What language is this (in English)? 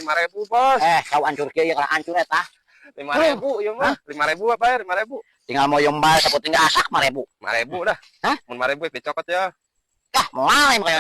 Sundanese